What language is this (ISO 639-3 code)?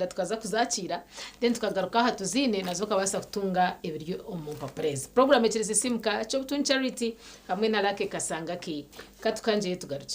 nyn